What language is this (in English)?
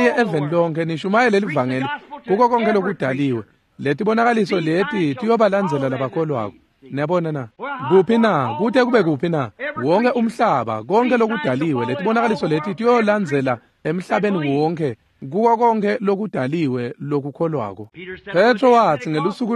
Swati